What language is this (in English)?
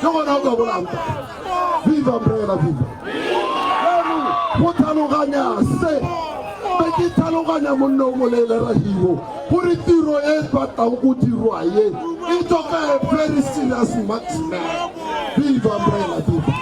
Tswana